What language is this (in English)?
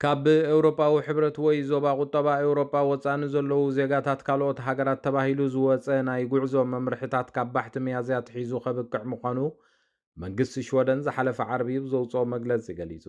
Tigrinya